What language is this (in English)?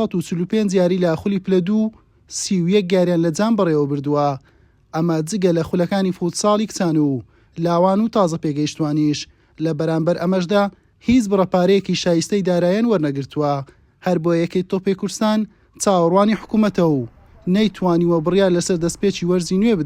Central Kurdish